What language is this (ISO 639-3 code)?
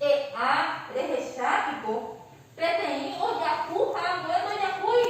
grn